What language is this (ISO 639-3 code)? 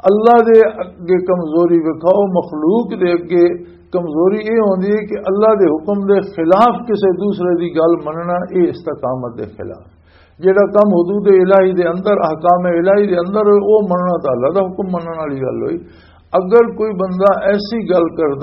lah